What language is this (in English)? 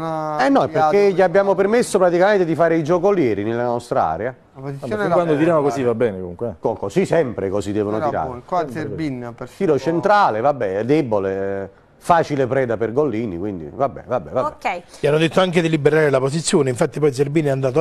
Italian